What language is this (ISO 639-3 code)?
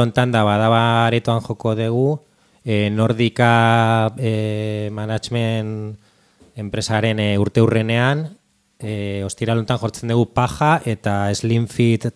eus